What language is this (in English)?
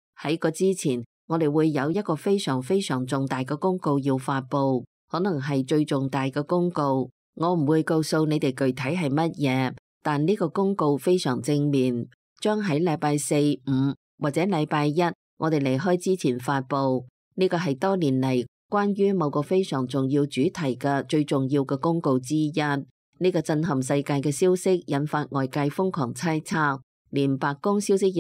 Cantonese